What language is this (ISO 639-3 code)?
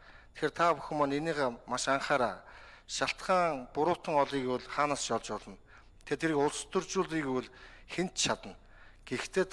mon